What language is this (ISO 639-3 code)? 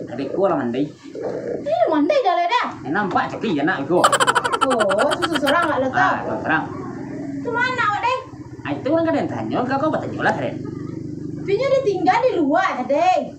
min